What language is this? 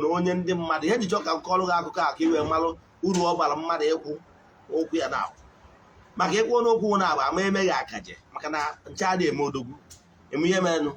Igbo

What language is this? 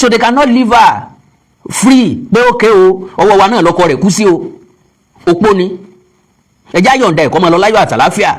Yoruba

